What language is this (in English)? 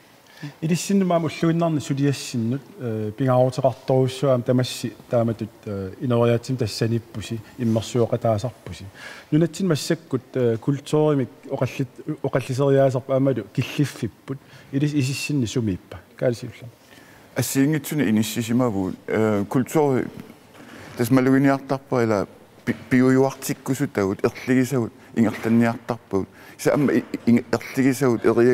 Kalaallisut